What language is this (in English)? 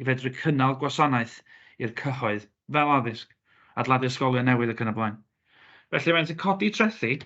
Welsh